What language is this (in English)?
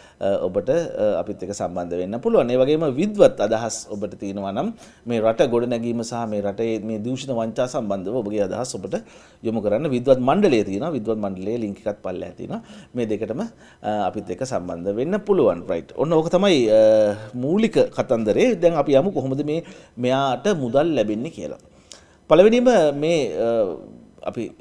Sinhala